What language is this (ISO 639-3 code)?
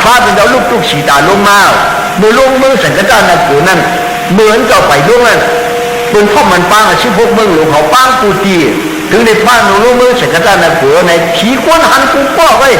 shn